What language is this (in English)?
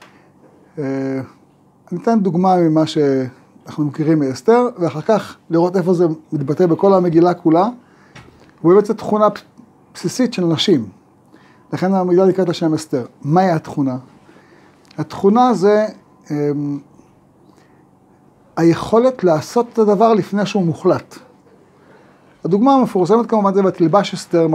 Hebrew